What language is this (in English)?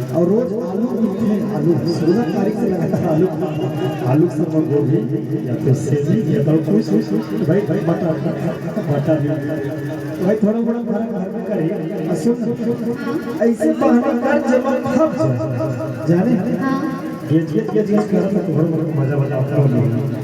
Chhattisgarhi